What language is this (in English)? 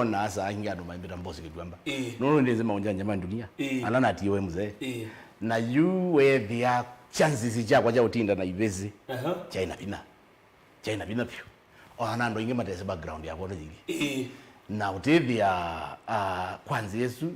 Kamba